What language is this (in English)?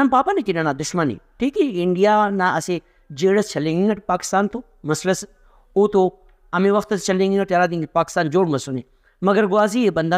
Brahui